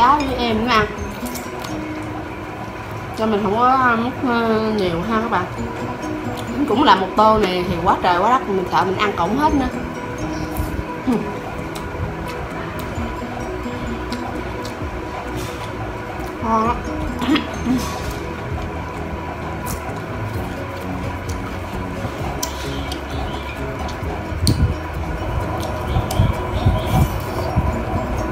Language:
Vietnamese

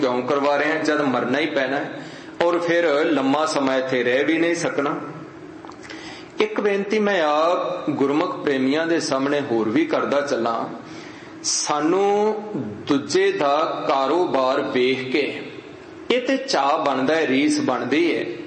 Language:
Punjabi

